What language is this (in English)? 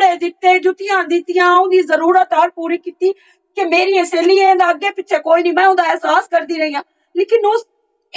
Western Panjabi